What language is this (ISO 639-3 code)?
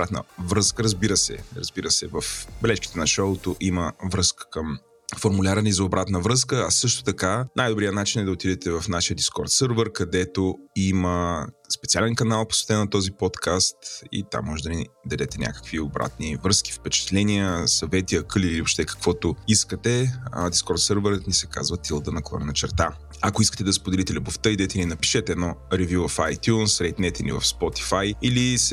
bul